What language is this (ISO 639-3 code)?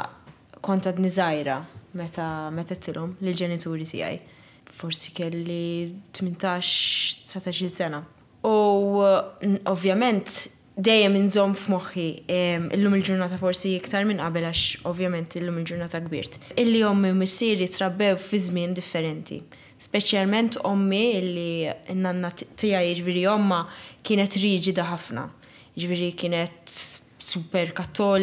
mlt